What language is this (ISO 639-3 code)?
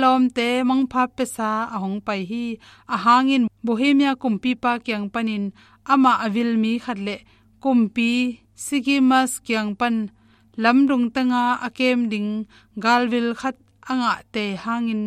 ctd